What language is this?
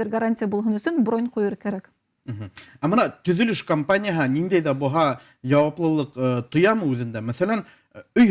Bashkir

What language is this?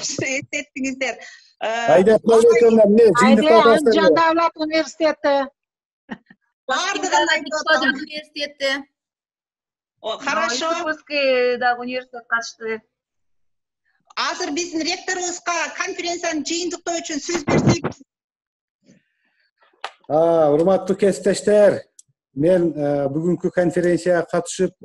Kyrgyz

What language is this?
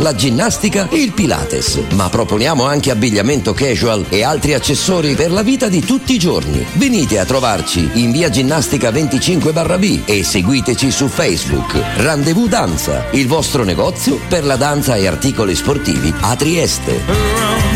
Italian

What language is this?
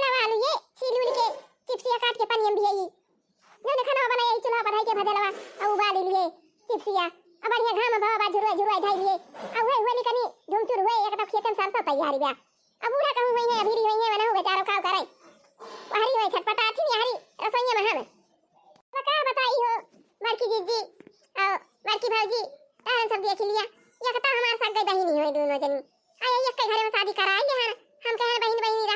Awadhi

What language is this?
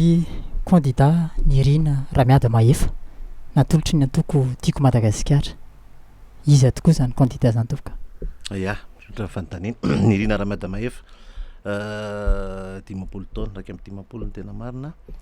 Malagasy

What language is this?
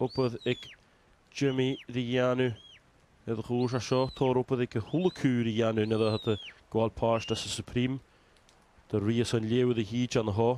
Welsh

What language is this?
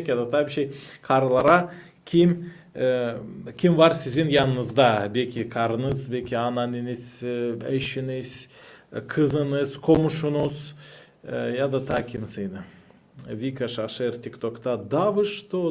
Gagauz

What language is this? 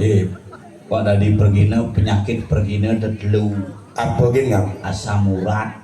Balinese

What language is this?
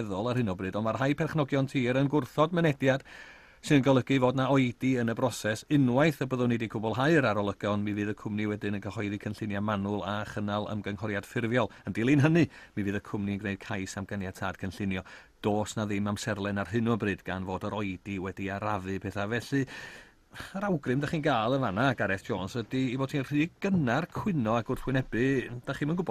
Welsh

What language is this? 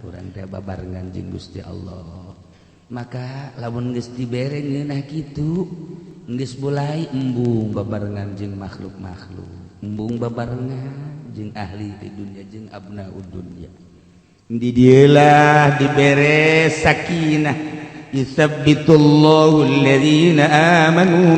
Sundanese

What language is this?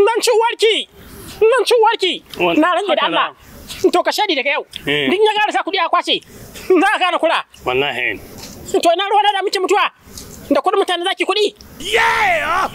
Hausa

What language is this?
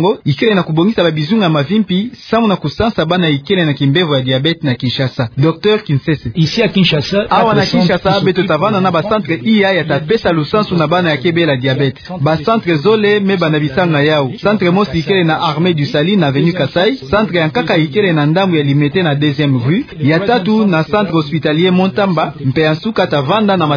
Kituba (Democratic Republic of Congo)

